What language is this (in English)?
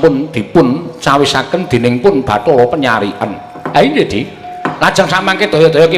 Javanese